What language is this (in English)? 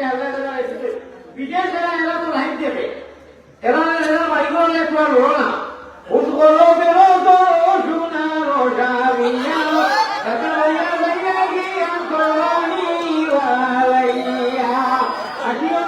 Sylheti